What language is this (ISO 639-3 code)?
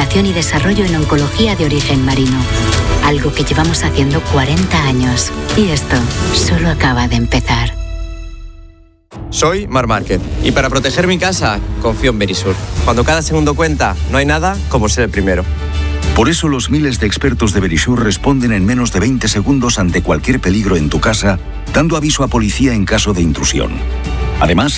spa